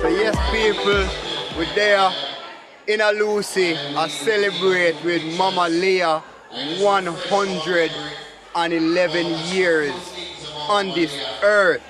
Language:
Jamaican Creole English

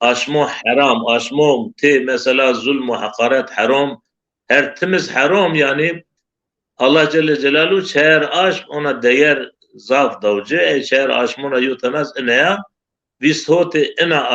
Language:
Zaza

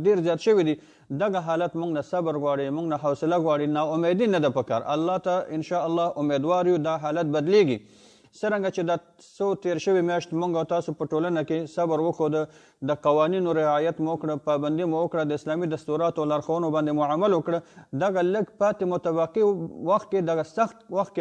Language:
Pashto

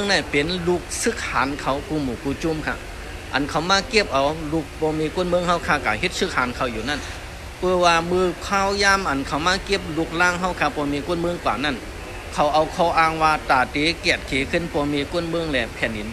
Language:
Shan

